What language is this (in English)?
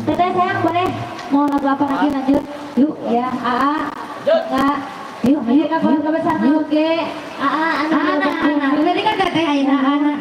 Sundanese